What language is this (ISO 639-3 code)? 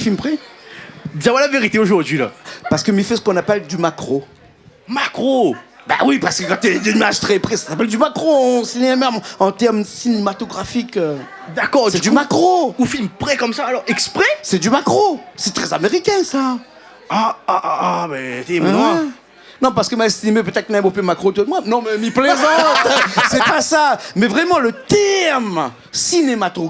rcf